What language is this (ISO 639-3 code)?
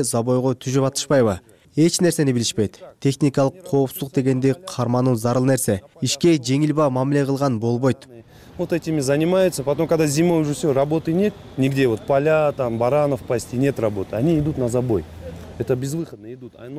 kir